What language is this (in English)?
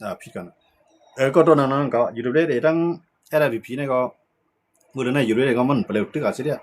Shan